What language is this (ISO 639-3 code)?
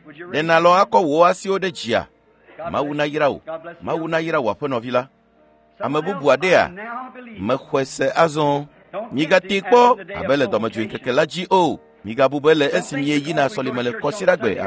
ewe